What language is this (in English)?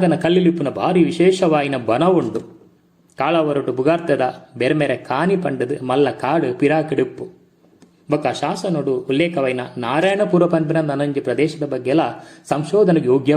Tulu